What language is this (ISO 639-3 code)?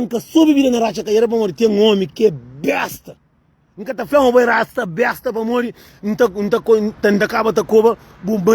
kea